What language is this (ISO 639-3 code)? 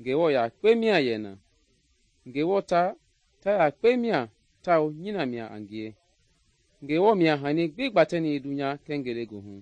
men